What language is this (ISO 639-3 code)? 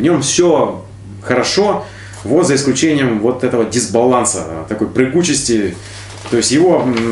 rus